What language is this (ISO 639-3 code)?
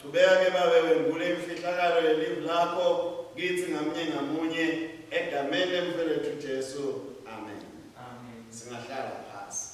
ssw